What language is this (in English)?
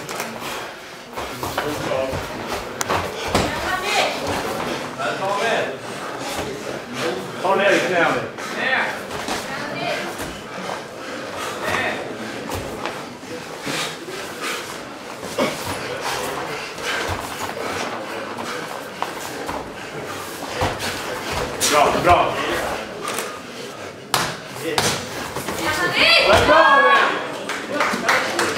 Norwegian